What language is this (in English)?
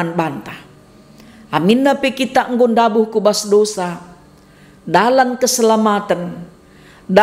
Batak Karo